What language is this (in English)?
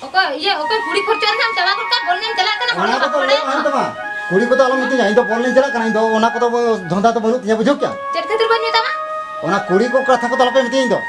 Santali